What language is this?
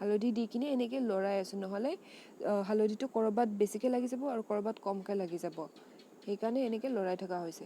Assamese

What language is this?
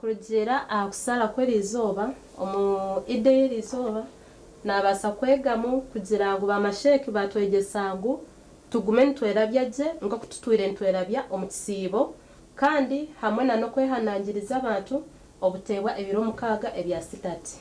Nyankole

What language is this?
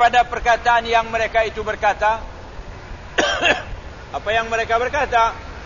Malay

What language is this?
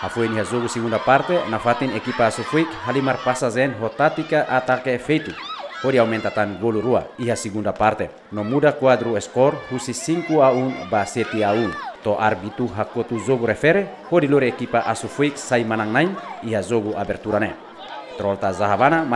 Tetum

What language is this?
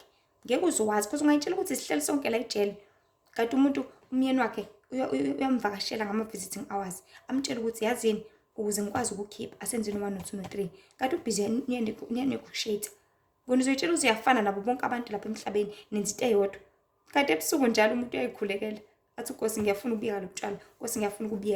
Zulu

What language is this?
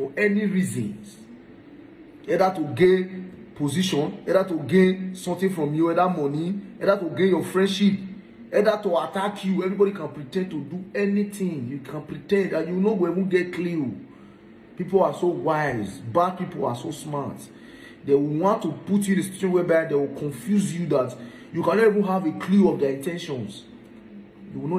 Nigerian Pidgin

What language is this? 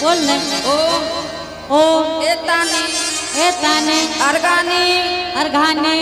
Angika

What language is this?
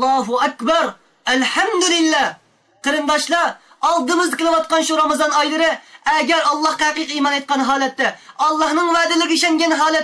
Uyghur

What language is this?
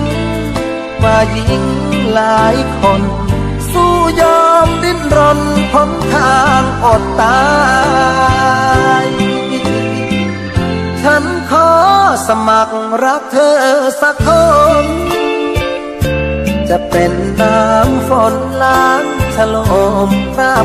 Thai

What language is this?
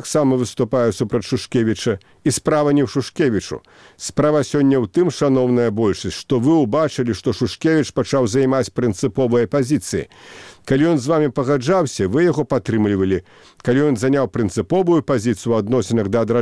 Belarusian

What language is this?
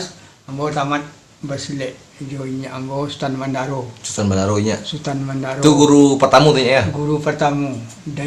Minangkabau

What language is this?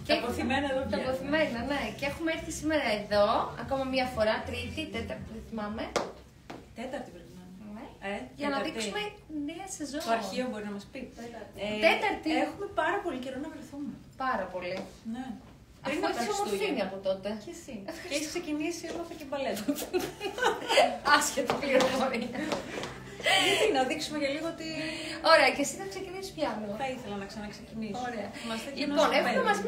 Greek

